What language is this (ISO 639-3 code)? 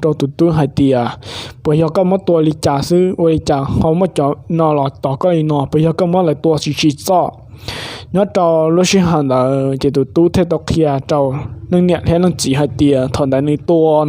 hmn